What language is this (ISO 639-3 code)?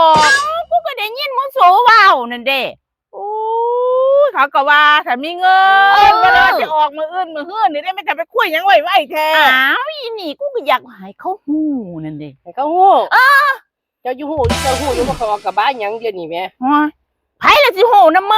tts